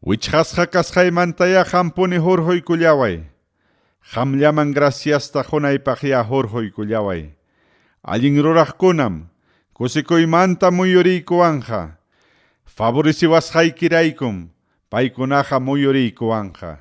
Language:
Ayacucho Quechua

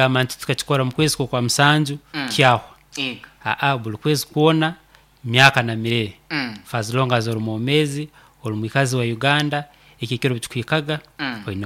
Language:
Nyoro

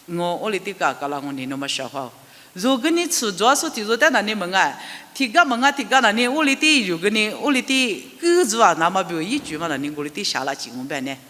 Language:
Lisu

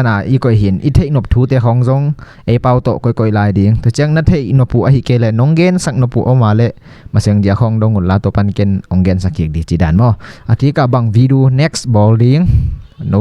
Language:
Tedim Chin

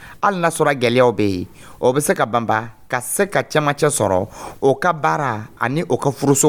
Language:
Dyula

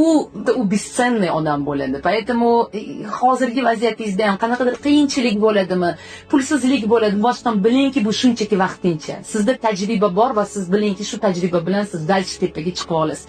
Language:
Uzbek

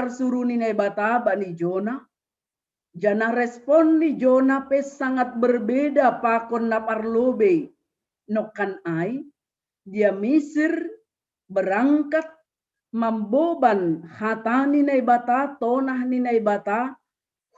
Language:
Batak Simalungun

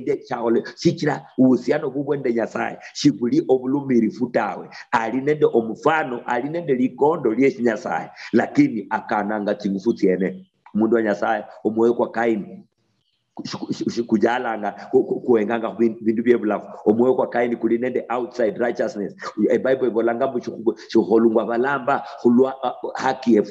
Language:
Luyia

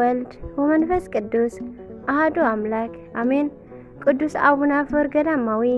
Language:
Tigrinya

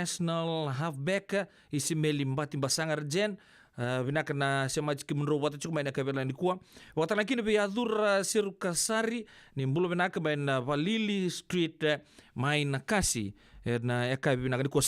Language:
Fijian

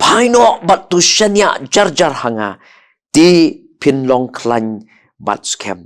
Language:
Khasi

